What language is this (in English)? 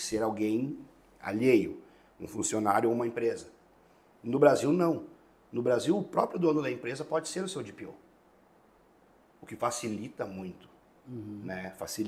Portuguese